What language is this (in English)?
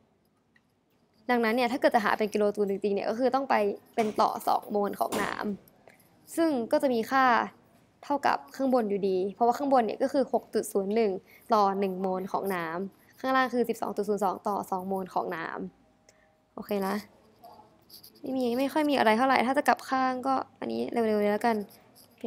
Thai